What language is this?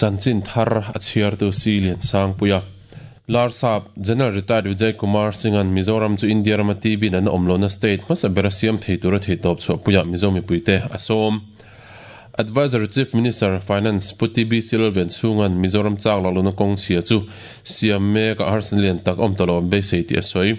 Mizo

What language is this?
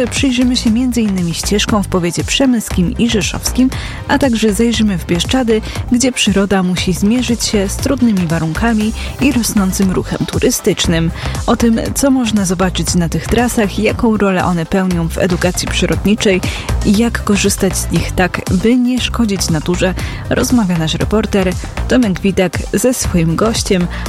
Polish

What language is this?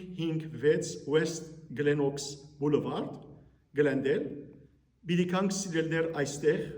Western Armenian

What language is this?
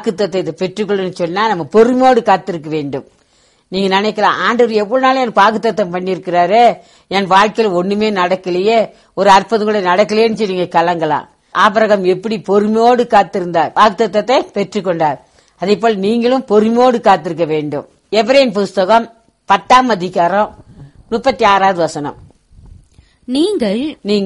Tamil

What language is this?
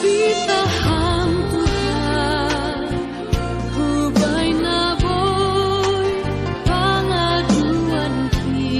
Batak Simalungun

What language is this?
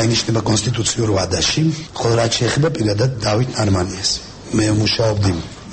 Georgian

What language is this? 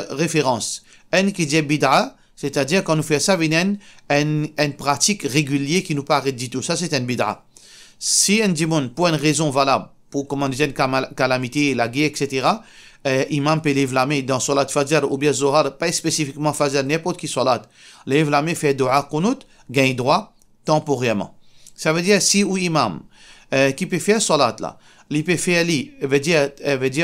Morisyen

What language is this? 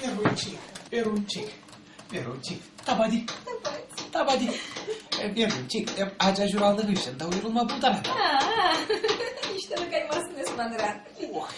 Chuvash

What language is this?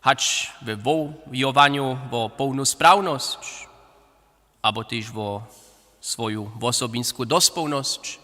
Upper Sorbian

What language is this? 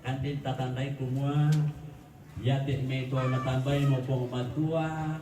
Toraja-Sa'dan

